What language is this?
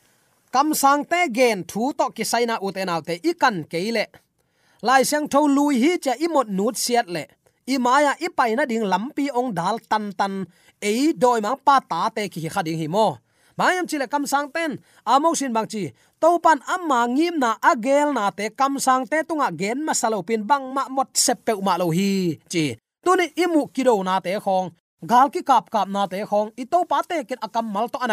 Tedim Chin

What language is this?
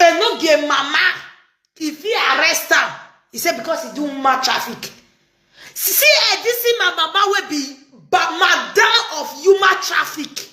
Nigerian Pidgin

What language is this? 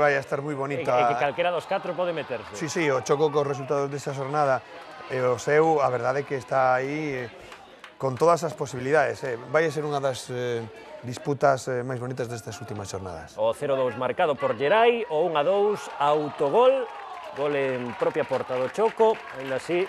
Galician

